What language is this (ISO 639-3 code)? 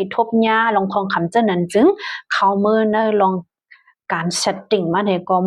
shn